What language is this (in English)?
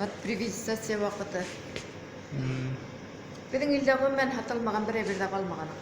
Bashkir